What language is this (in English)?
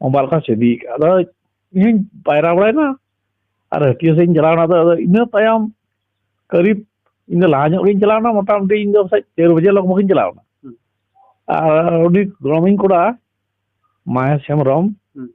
Santali